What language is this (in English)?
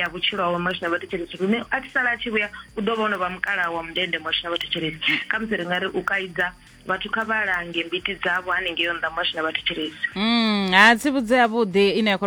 Venda